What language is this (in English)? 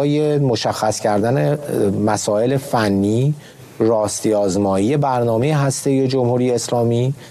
Persian